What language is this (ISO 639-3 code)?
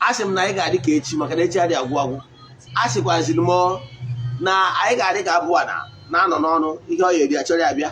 ibo